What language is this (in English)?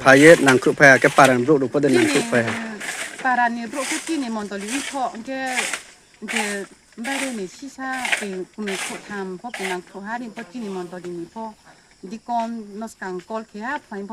Riang (India)